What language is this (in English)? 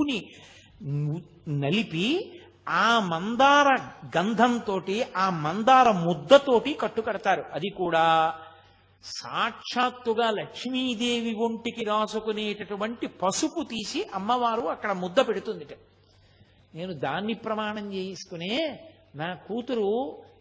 Telugu